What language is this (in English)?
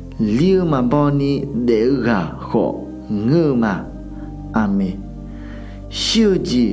Akha